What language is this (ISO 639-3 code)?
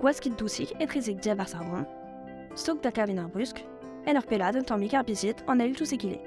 bre